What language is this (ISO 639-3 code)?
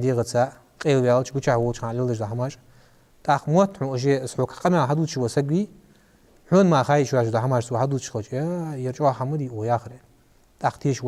inh